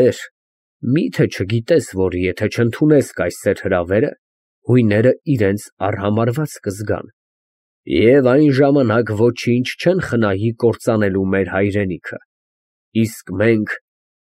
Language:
Armenian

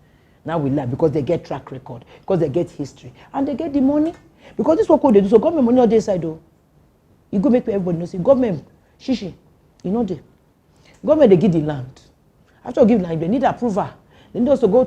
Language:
Nigerian Pidgin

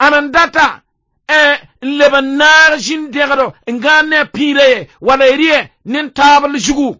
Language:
Mossi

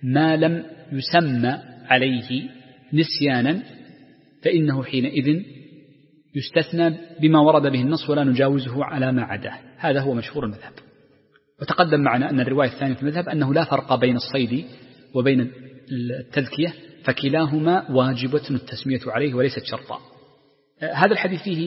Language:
Arabic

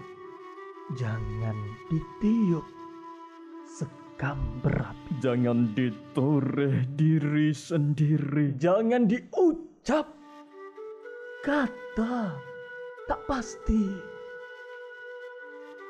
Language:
Malay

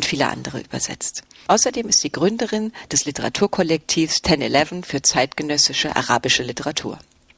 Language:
German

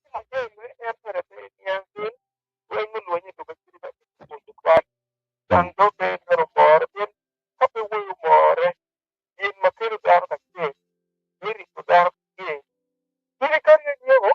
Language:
Acoli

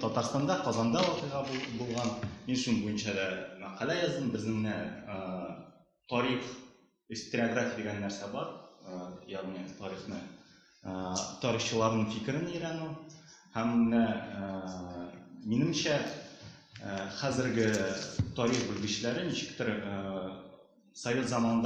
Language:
Tatar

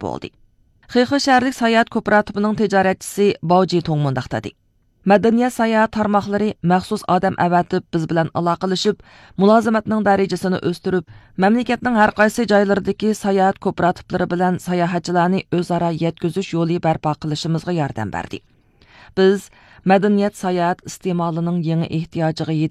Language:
Uyghur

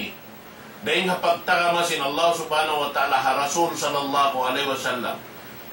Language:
Tausug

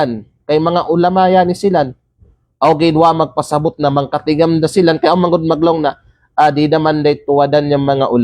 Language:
Kalagan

